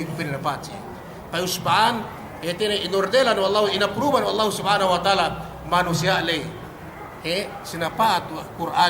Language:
Yakan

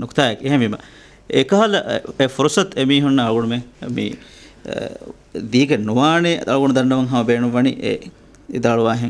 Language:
Divehi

